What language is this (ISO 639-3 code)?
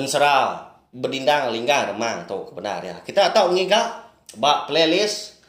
iba